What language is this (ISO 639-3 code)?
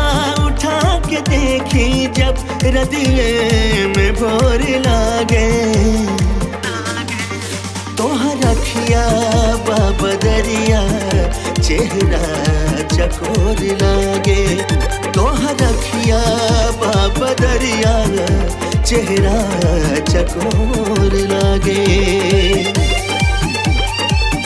bho